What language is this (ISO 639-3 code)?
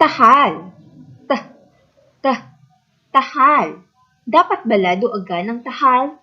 hil